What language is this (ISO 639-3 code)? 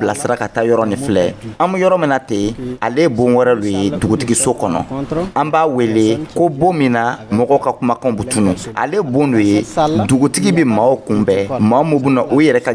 dyu